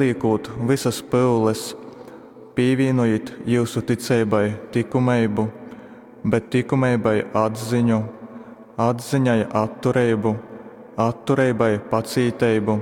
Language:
Latgalian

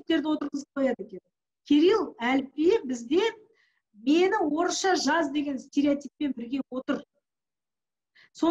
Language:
Kazakh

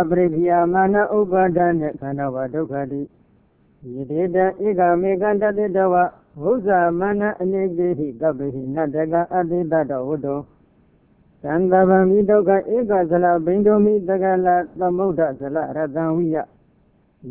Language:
Burmese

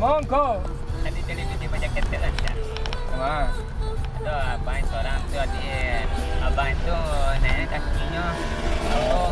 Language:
Minangkabau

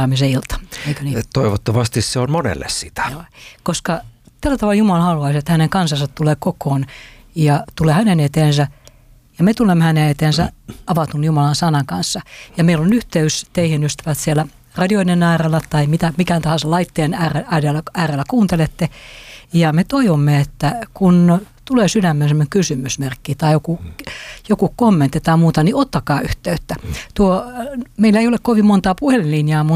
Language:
Finnish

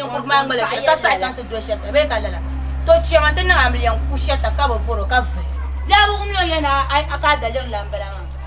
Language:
Dagbani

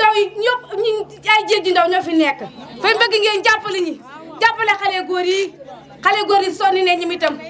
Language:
Wolof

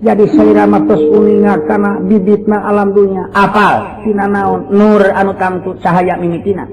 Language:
Sundanese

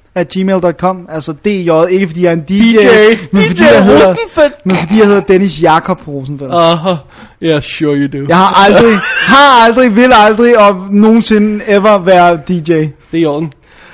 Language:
Danish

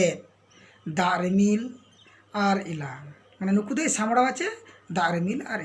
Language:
Santali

